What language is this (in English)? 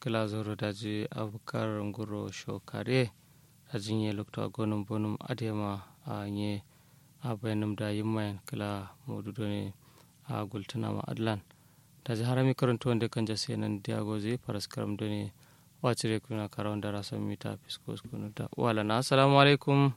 Kanuri